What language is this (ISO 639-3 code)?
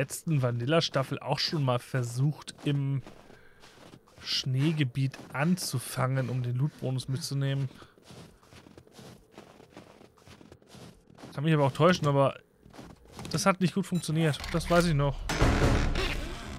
deu